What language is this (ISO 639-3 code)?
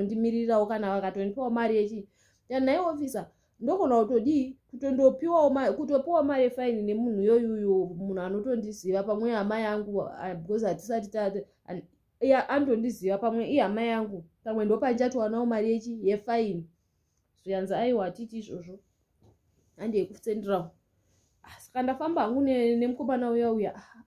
sna